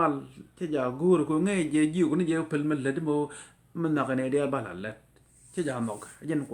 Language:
Nuer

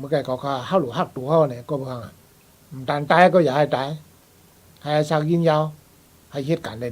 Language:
Shan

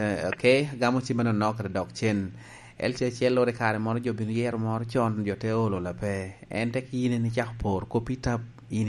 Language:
Lango (Uganda)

